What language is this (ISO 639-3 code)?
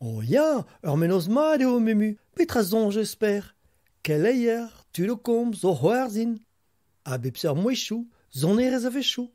bre